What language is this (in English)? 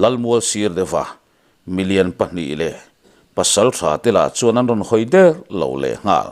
Mizo